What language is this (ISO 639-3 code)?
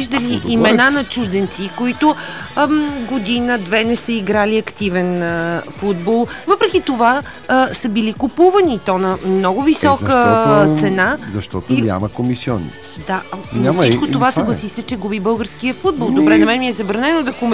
bul